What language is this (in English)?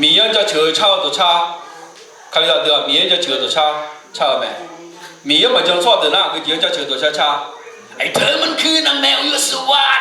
Akha